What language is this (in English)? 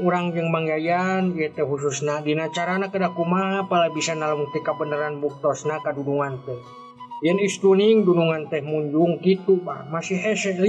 Sundanese